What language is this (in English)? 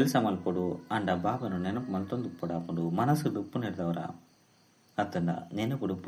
Tulu